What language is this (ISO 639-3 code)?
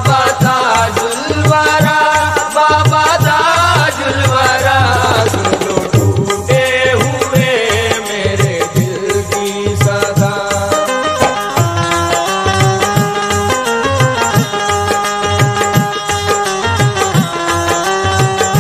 hin